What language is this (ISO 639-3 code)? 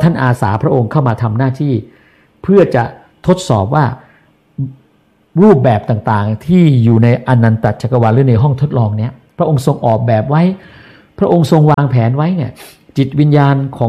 tha